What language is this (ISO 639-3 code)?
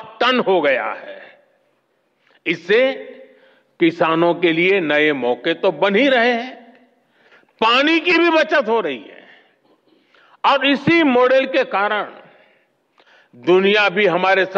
hin